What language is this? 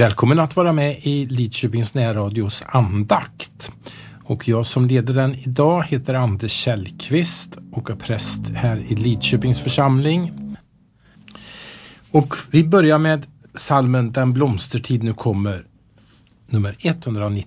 Swedish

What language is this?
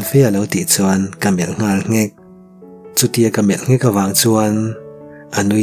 Mizo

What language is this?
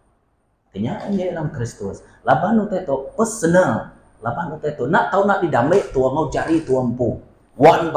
Iban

